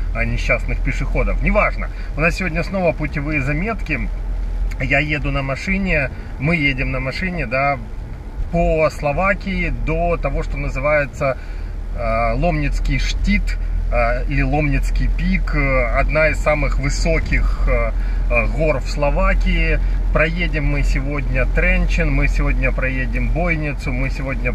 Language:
Russian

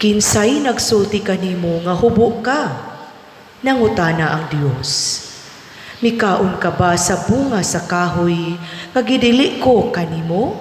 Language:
Cebuano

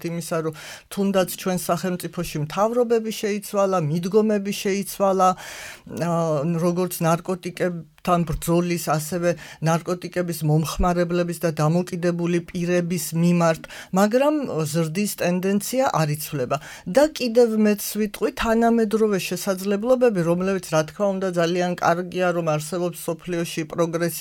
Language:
Georgian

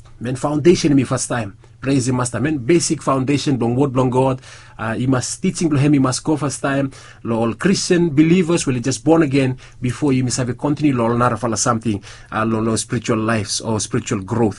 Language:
Bislama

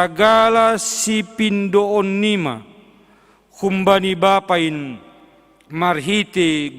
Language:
Batak Simalungun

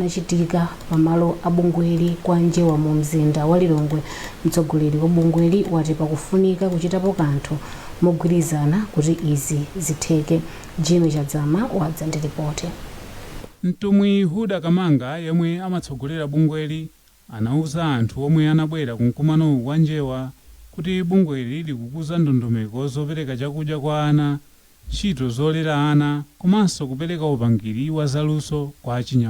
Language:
Nyanja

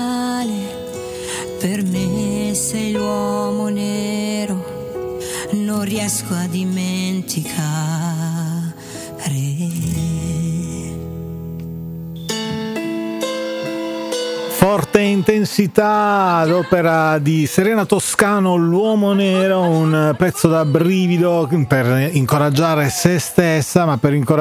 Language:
Italian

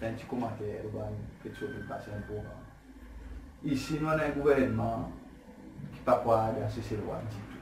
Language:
Seselwa Creole French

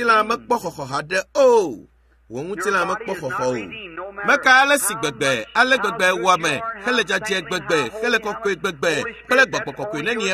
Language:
Ewe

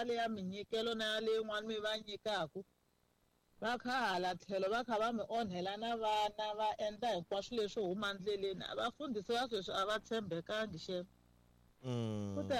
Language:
Tsonga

